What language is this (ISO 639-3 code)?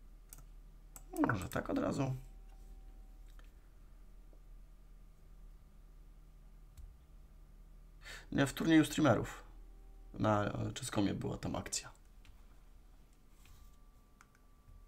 pol